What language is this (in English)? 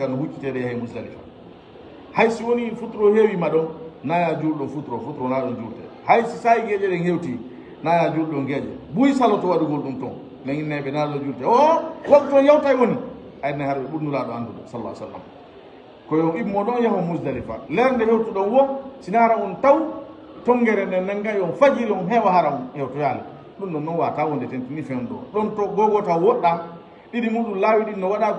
Fula